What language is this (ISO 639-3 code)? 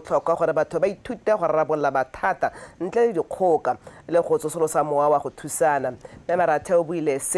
tsn